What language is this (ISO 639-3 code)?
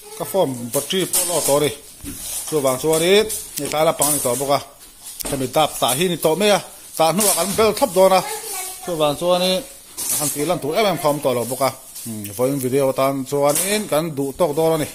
lus